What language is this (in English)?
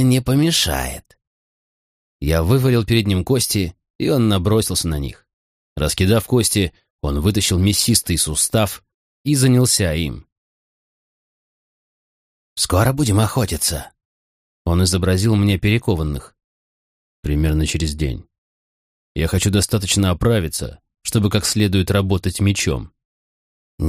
Russian